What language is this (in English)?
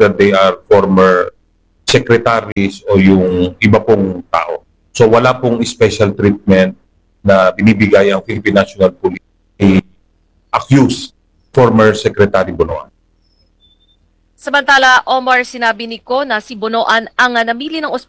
Filipino